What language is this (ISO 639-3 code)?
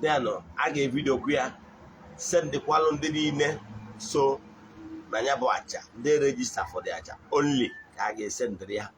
ibo